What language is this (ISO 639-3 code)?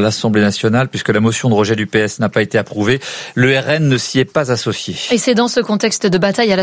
fra